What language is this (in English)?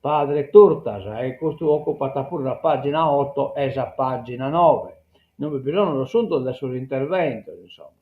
Sardinian